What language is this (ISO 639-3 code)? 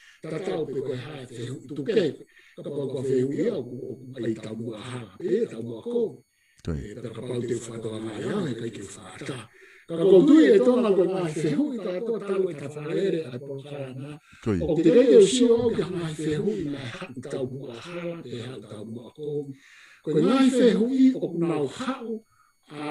ton